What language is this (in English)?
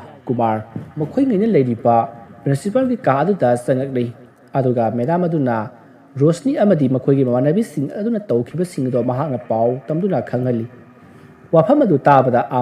Manipuri